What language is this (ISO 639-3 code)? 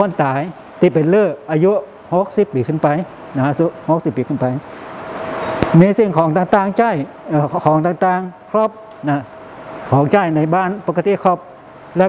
tha